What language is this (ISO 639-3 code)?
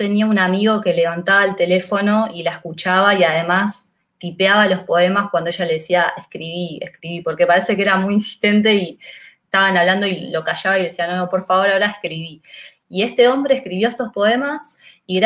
spa